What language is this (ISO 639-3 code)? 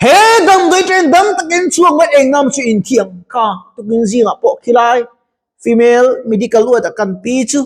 lus